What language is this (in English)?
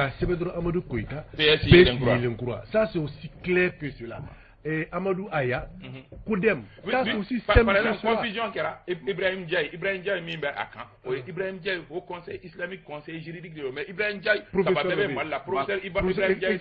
Bambara